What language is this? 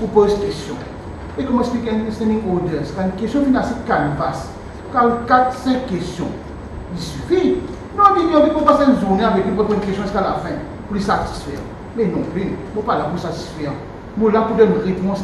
Morisyen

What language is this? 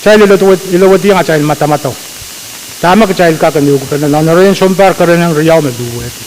Pohnpeian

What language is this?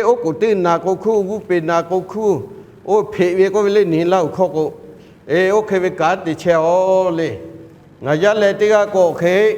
Lahu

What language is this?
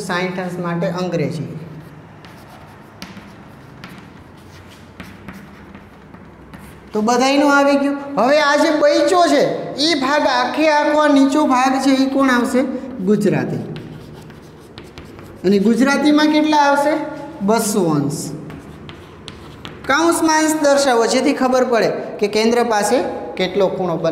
Gujarati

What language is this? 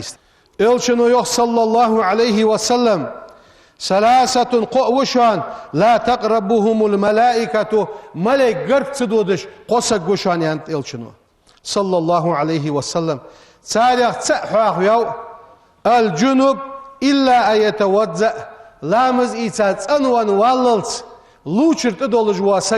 Ingush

